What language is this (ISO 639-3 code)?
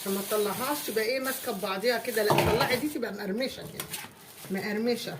arz